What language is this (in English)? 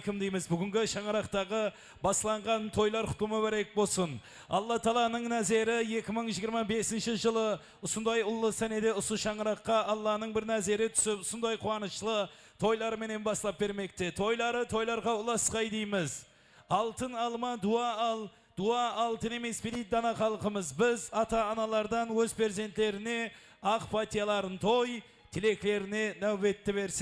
Kara-Kalpak